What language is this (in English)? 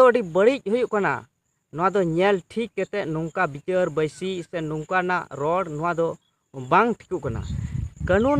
Santali